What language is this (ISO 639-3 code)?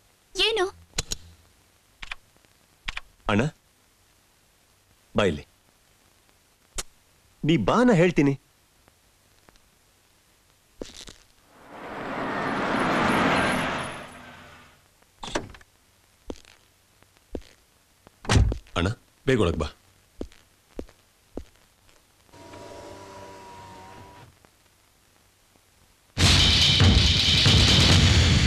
kan